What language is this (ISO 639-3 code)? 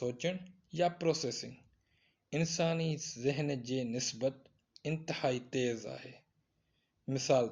snd